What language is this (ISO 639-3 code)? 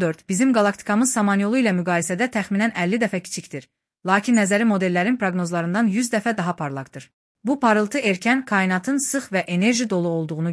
aze